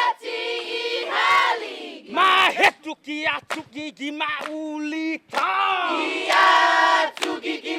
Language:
Chamorro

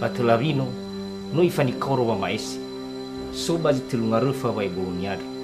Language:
Nias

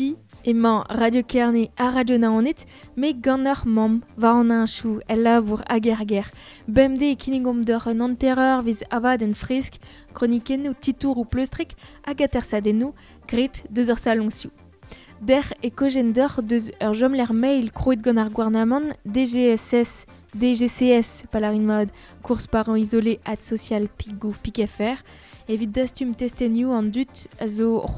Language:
Breton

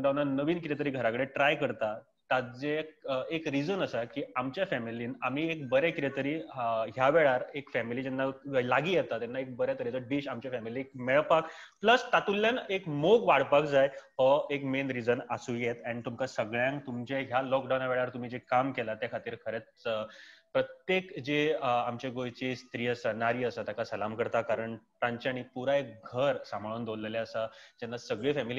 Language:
Konkani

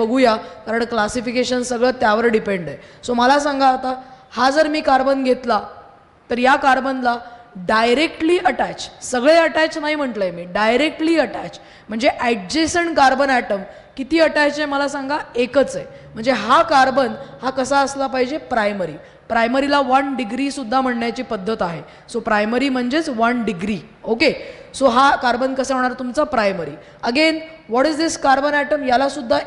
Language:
Marathi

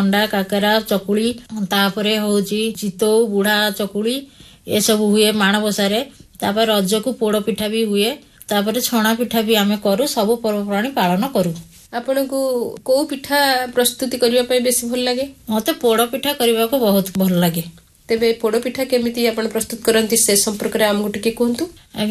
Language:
Odia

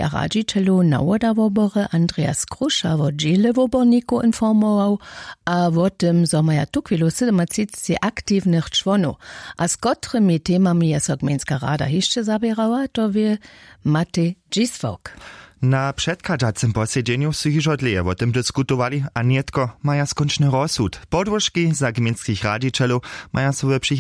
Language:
Upper Sorbian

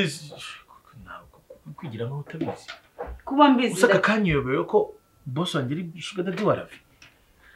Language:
Kinyarwanda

